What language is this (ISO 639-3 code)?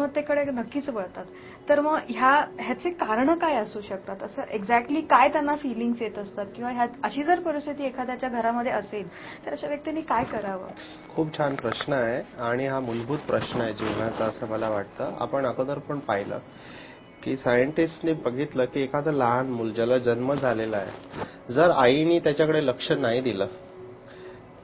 mar